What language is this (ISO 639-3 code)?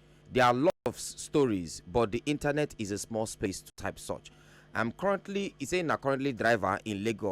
pcm